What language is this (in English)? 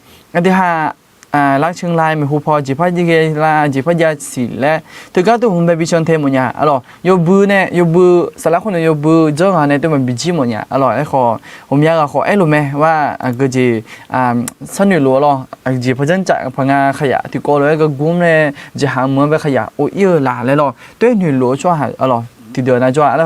Akha